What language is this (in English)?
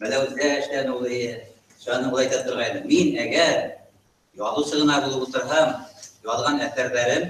Bashkir